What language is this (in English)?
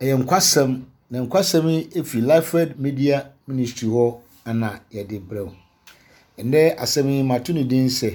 Akan